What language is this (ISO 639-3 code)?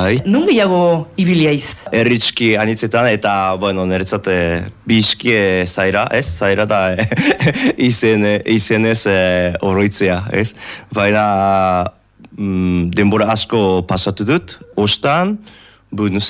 eus